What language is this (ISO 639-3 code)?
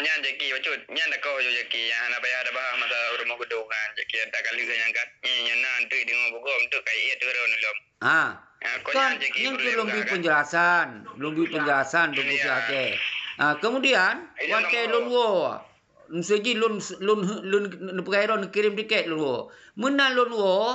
ace